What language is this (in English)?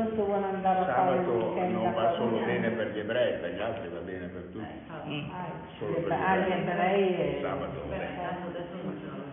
Italian